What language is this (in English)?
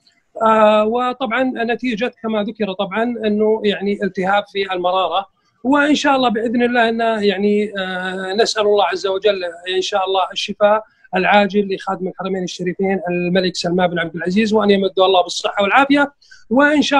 Egyptian Arabic